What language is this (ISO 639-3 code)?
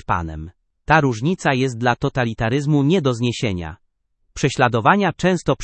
pol